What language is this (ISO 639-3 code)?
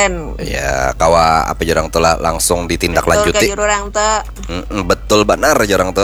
bjn